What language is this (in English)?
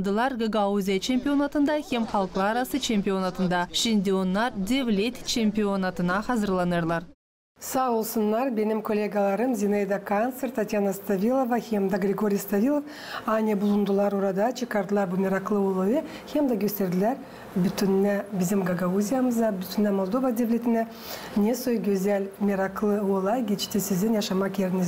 Gagauz